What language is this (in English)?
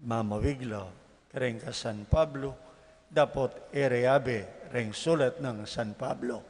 Pampanga